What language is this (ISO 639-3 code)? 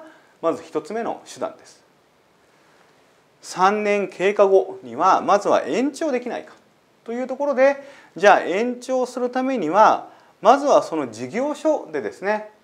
jpn